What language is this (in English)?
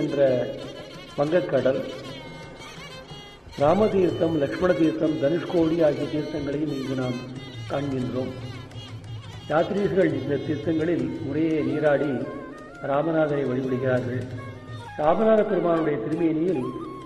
Tamil